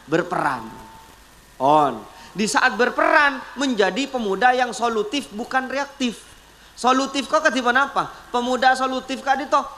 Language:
Madurese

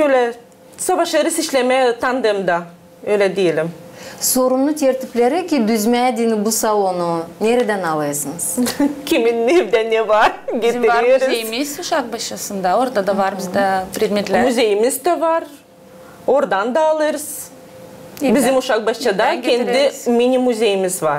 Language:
Gagauz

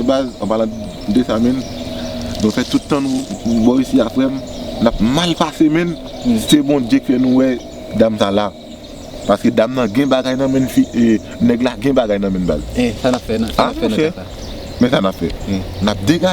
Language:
Haitian Creole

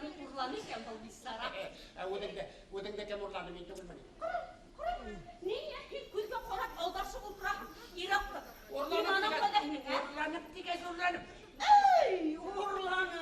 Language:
Bashkir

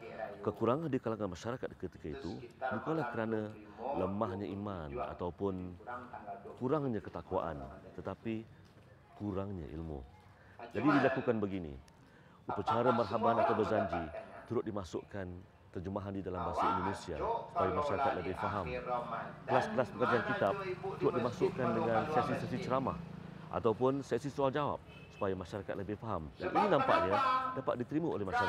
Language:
Malay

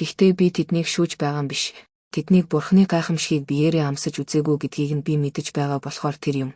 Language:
Mongolian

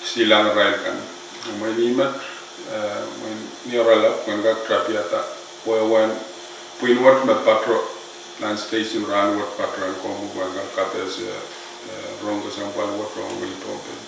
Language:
Pohnpeian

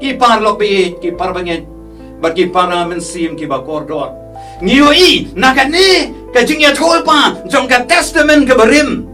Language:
Khasi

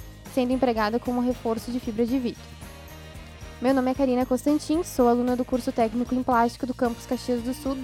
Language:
Portuguese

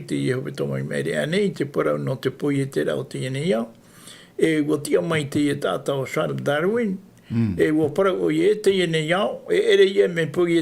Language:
Tahitian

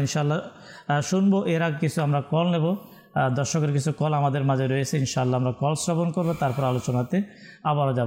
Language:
Bangla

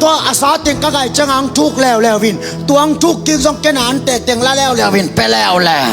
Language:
Tedim Chin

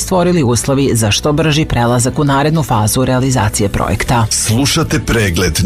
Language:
Serbian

